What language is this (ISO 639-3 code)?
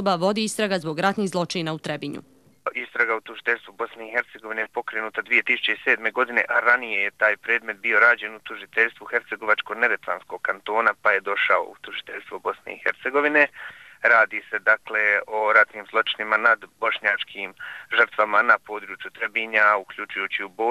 bos